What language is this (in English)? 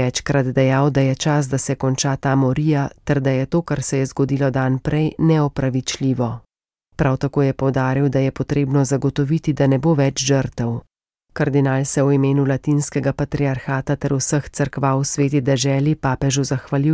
Slovenian